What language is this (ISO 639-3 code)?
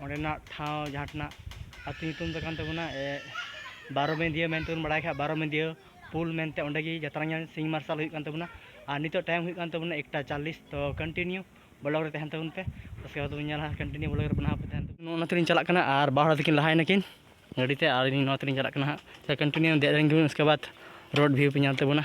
sat